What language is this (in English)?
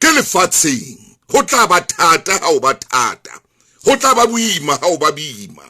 Southern Sotho